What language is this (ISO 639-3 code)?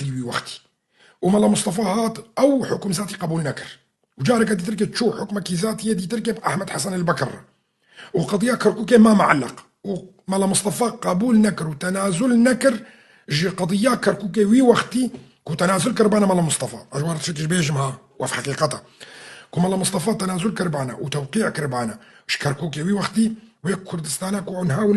kur